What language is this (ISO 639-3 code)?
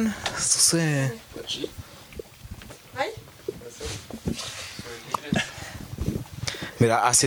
eus